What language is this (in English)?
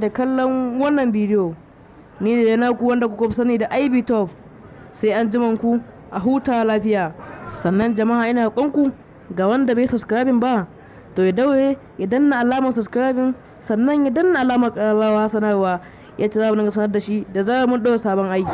Hausa